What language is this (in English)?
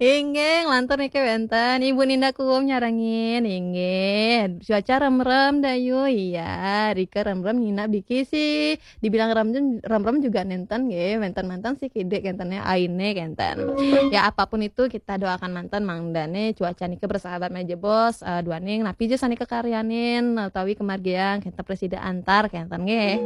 Balinese